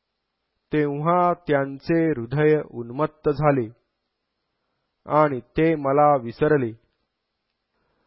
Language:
Marathi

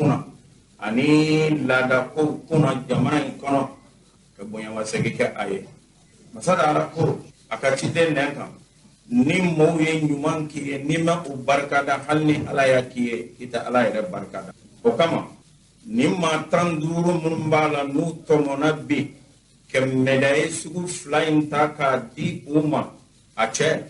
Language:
Bambara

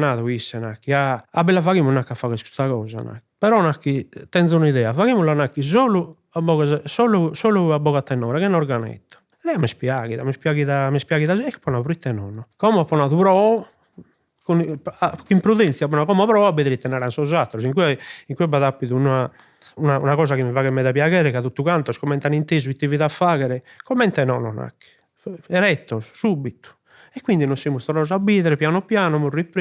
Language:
Sardinian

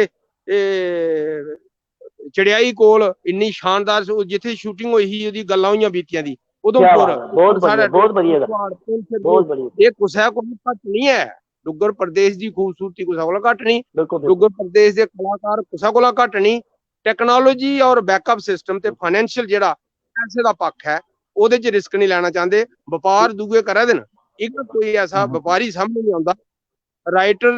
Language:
Dogri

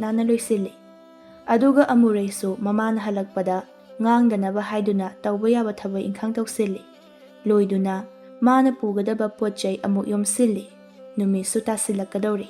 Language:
Manipuri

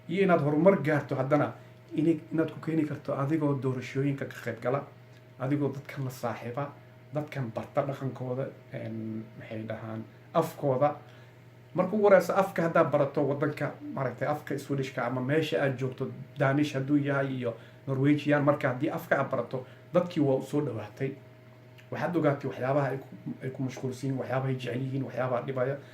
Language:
Somali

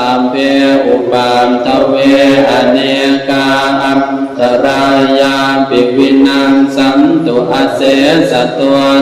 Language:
Pali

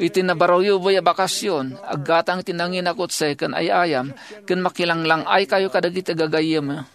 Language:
Iloko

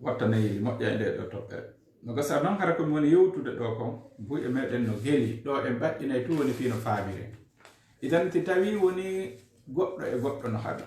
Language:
Fula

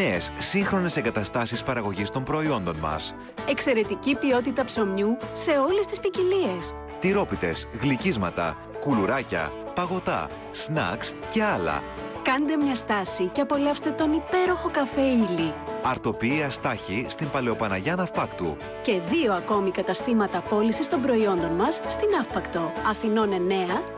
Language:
Greek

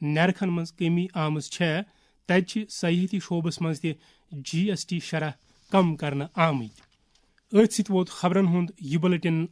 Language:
Kashmiri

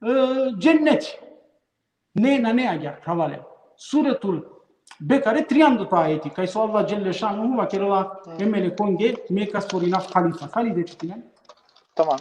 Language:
Balkan Romani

